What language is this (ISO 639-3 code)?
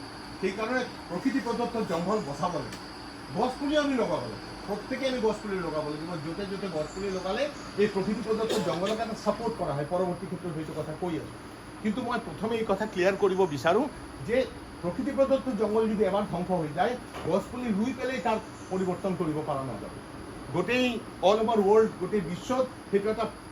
asm